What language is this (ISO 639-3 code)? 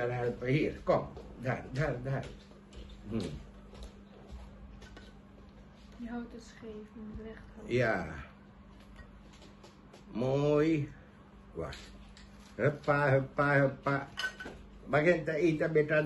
nld